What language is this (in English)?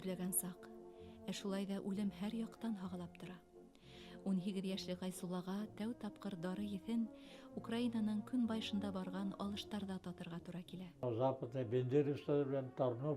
Bashkir